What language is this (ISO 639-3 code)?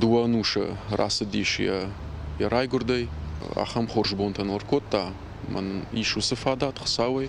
oss